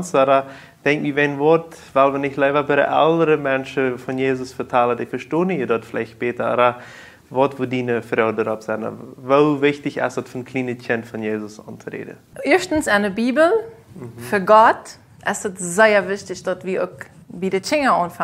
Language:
Plautdietsch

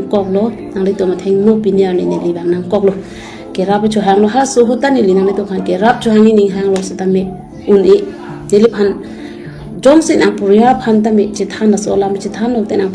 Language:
Karbi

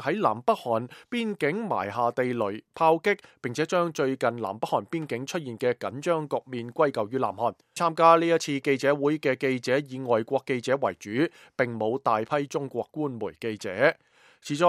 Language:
Cantonese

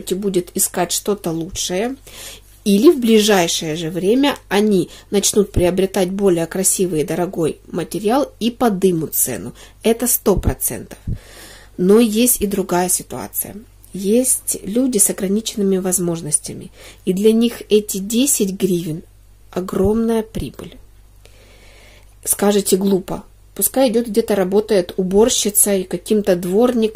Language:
Russian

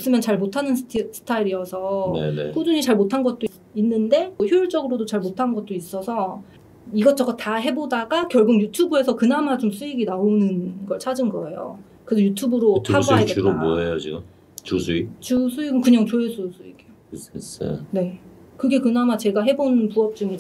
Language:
Korean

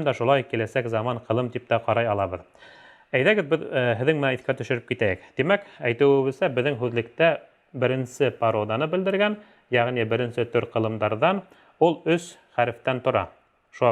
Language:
Bashkir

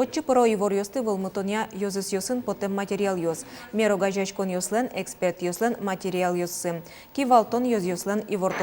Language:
Udmurt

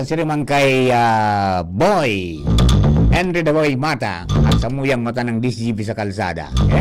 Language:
Bikol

